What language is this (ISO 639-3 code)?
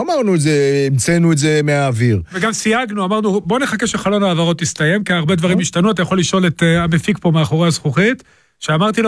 heb